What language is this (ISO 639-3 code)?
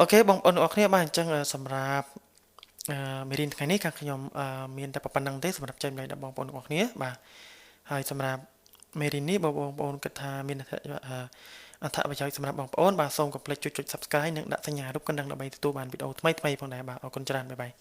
khm